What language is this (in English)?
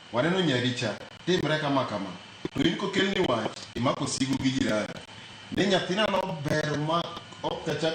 Luo (Kenya and Tanzania)